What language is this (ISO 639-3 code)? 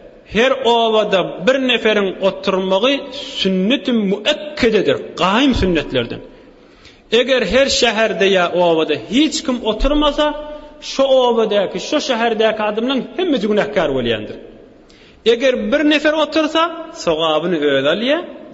tuk